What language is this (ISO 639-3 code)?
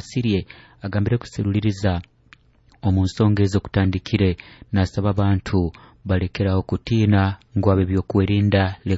nyo